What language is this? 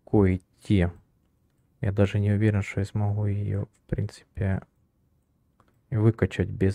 Russian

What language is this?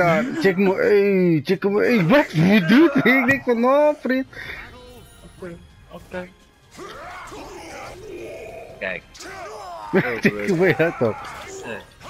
Dutch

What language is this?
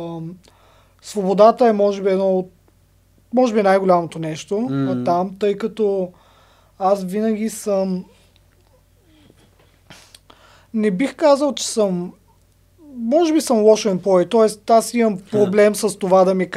Bulgarian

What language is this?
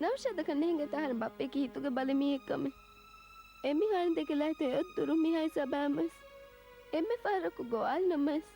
Divehi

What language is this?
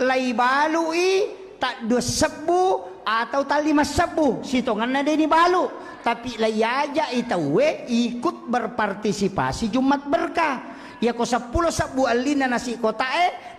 Buginese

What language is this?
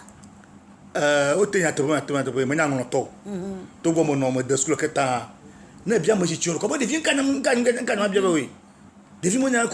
Ewe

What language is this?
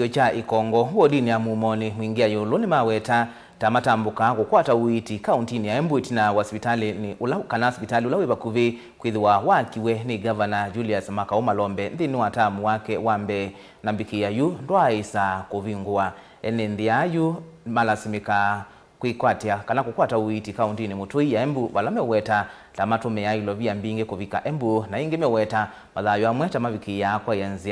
Kamba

